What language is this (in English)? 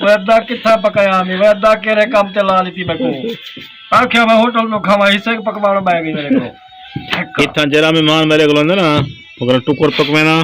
Saraiki